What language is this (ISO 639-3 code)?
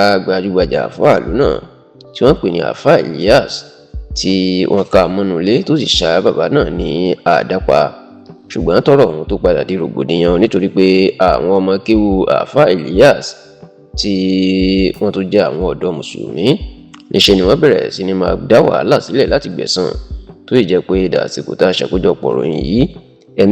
yor